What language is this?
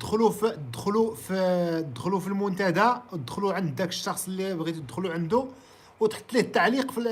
Moroccan Arabic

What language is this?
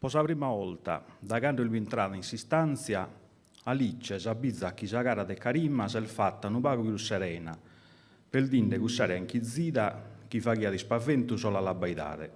Sardinian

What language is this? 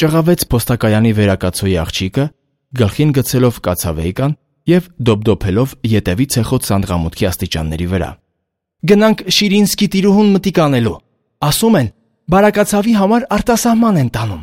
Armenian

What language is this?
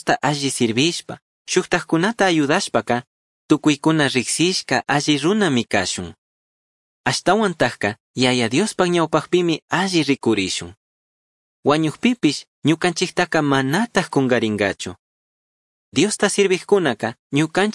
Chimborazo Highland Quichua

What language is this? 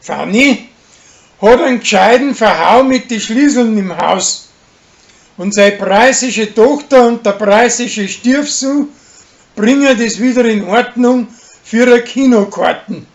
Bavarian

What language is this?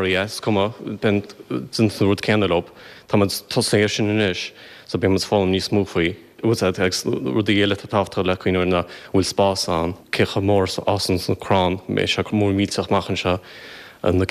Irish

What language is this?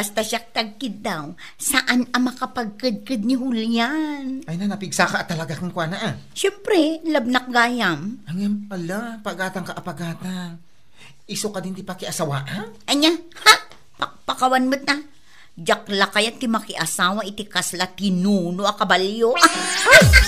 Iloko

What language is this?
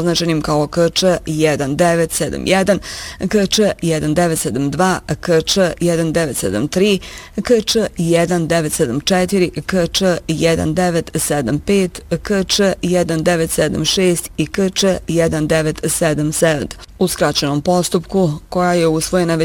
Bosnian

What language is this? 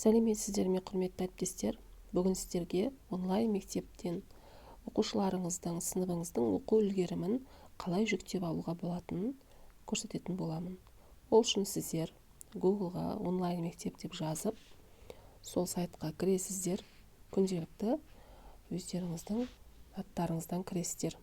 Kazakh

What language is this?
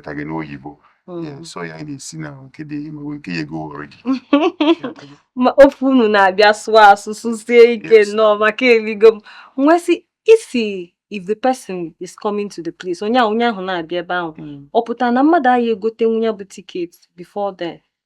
Igbo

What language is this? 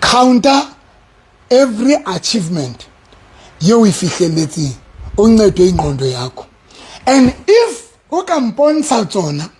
Southern Sotho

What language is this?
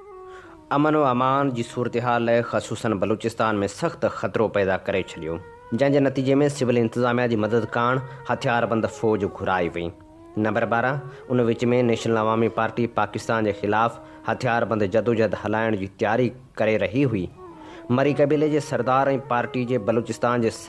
Sindhi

